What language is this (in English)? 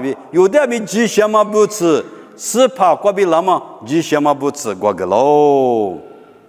Lisu